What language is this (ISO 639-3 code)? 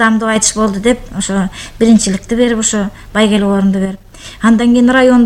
kir